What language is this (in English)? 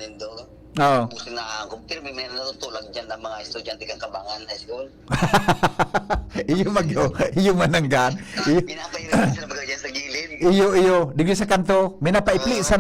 Bikol